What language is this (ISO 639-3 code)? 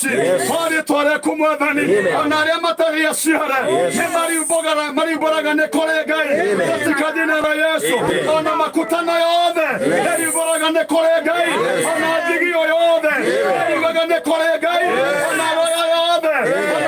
kik